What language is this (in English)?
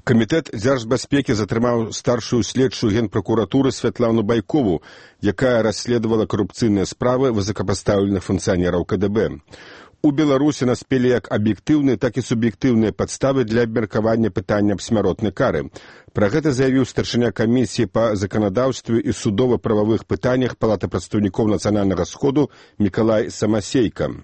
Belarusian